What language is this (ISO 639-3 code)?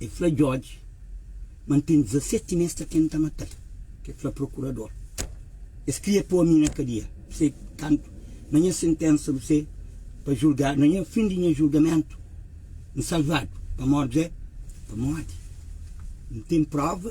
kea